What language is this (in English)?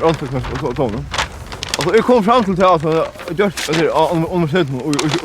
Faroese